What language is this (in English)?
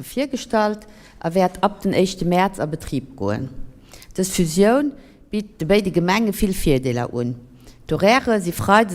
Luxembourgish